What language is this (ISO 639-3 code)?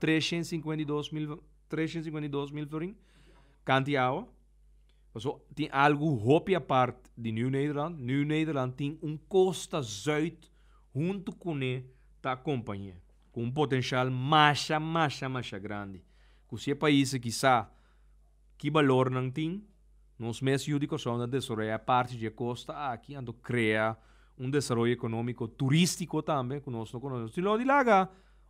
pap